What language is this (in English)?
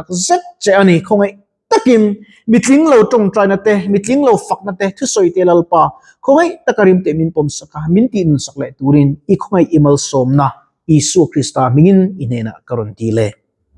Mizo